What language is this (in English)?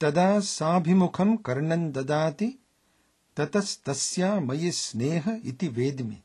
Sanskrit